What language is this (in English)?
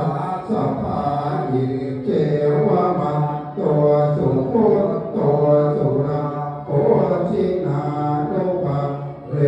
Pali